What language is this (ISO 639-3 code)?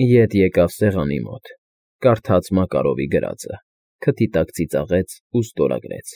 hye